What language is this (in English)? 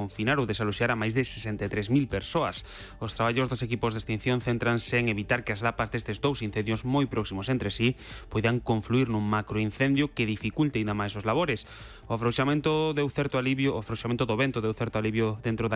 Galician